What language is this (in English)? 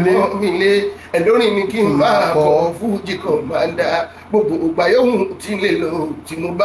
Yoruba